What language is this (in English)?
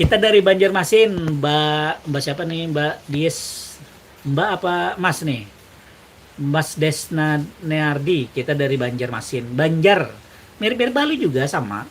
Banjar